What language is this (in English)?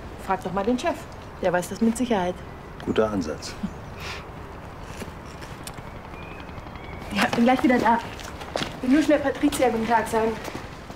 German